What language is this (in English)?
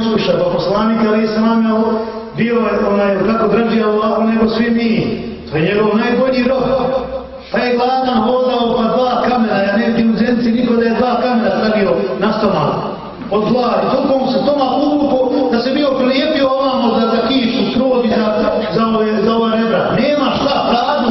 Bosnian